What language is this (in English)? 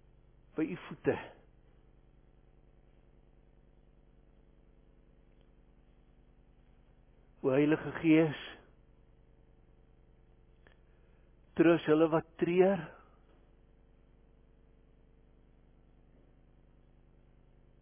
Afrikaans